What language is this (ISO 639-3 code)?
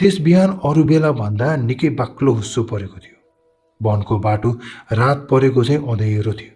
nep